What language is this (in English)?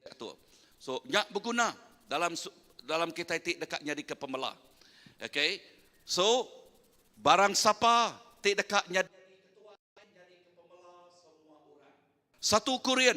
Iban